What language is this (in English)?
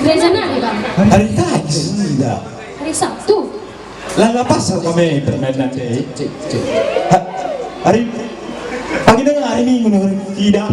Batak Karo